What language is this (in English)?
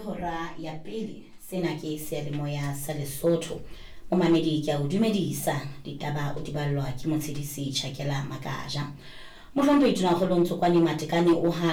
Southern Sotho